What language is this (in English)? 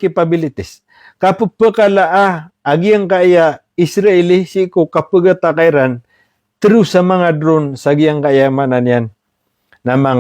Maranao